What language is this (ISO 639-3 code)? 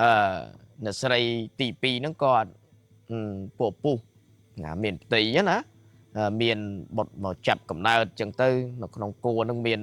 khm